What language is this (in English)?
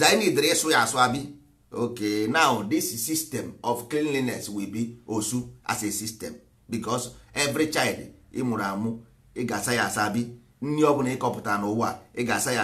Igbo